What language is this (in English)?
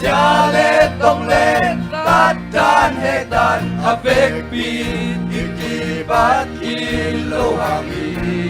Tedim Chin